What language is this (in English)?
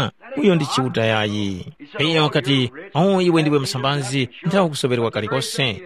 Tumbuka